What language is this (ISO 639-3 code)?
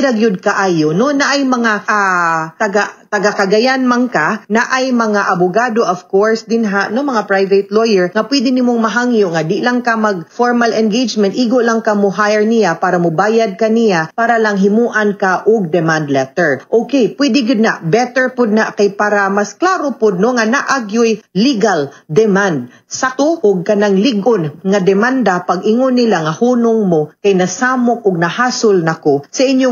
ceb